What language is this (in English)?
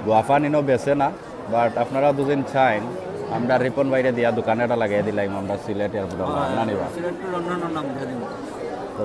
Sylheti